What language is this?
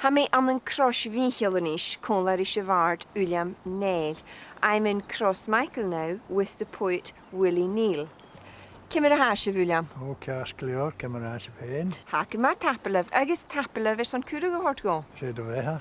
Scottish Gaelic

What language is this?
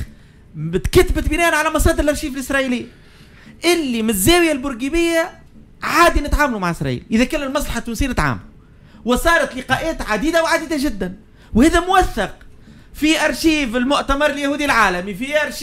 Tunisian Arabic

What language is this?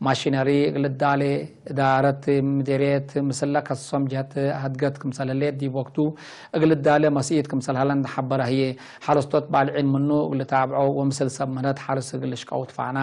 Tigre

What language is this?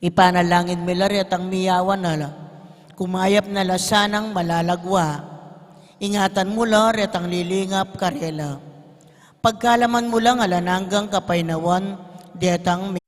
Pampanga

